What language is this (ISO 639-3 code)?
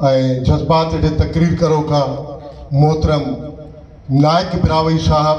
brh